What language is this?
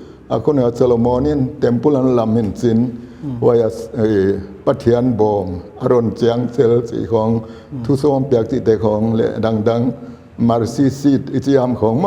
Paite Chin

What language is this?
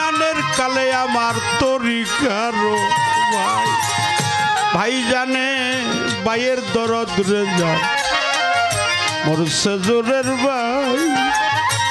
Bangla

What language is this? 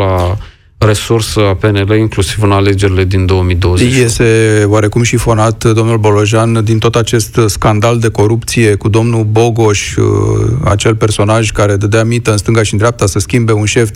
Romanian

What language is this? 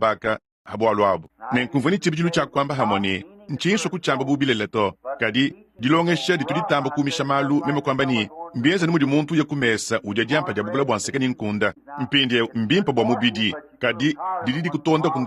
Luba-Lulua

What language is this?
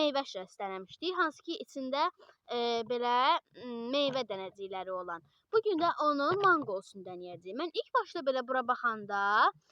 Azerbaijani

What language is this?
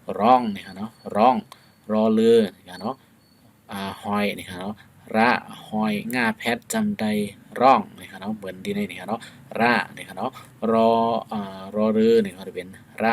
Shan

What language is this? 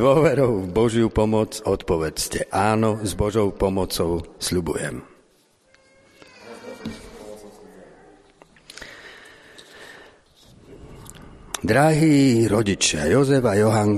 Slovak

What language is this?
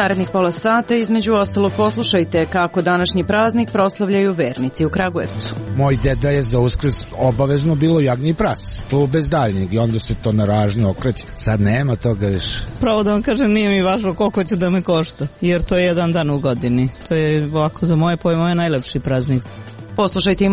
Serbian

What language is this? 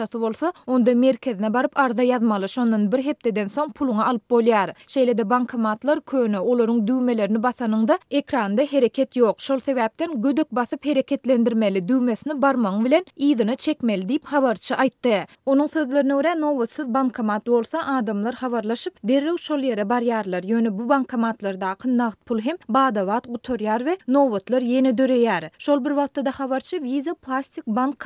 Turkmen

